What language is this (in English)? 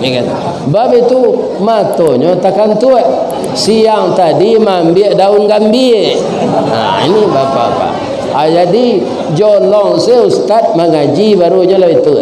Minangkabau